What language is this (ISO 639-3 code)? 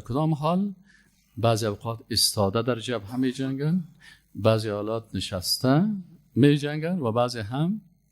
fas